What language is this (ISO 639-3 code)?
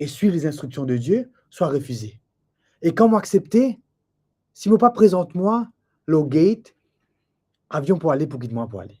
mfe